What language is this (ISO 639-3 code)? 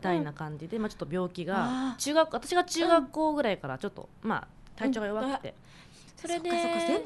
jpn